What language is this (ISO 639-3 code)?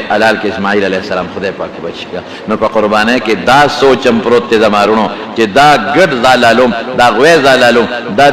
pus